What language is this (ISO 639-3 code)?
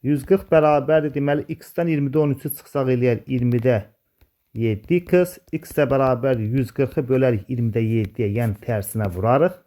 aze